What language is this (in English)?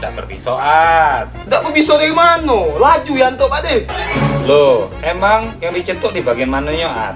Musi